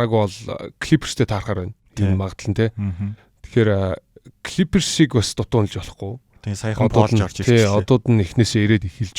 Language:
Mongolian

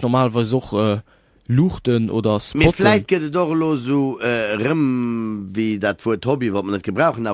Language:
Luxembourgish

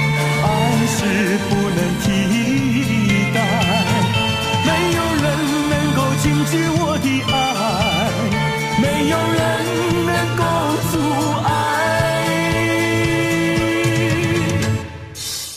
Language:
Chinese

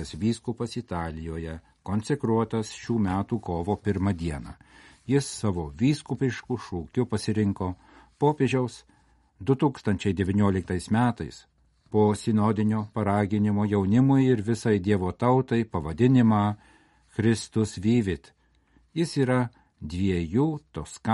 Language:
Lithuanian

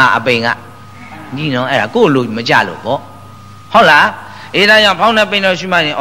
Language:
Burmese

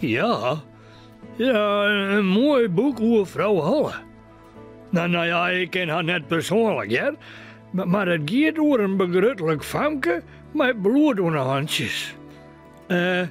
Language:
Western Frisian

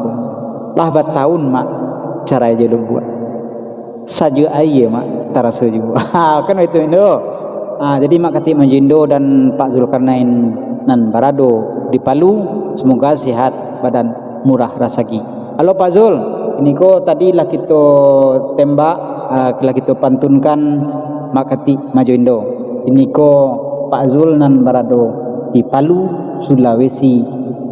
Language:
Minangkabau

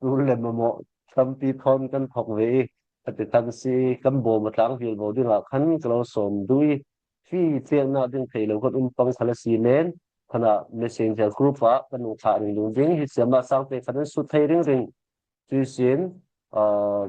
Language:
Falam Chin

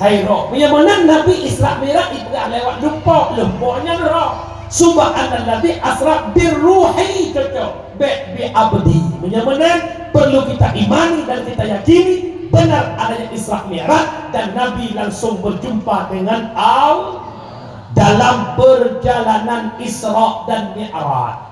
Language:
Achinese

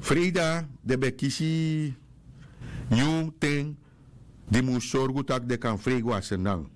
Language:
Sranan Tongo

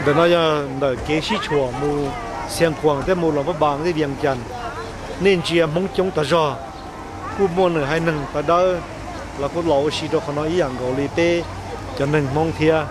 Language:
Hmong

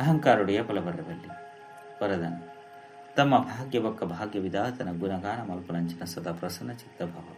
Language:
Tulu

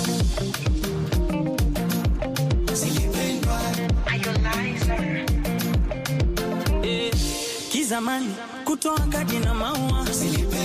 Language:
Swahili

